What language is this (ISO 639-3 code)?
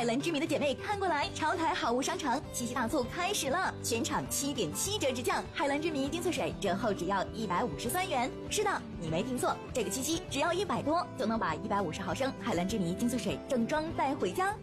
zho